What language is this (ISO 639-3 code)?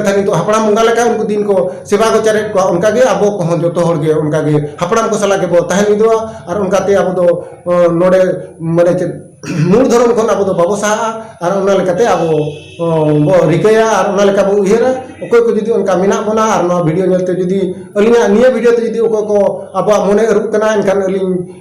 sat